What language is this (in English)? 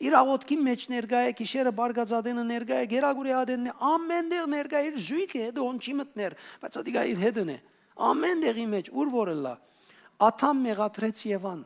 Western Armenian